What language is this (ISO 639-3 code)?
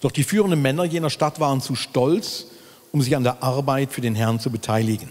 gsw